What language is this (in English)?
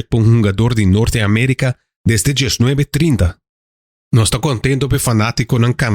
Papiamento